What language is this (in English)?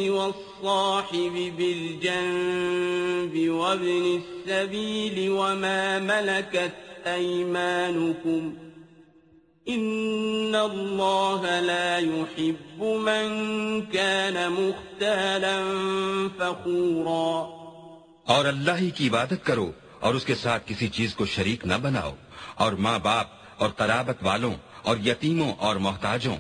Urdu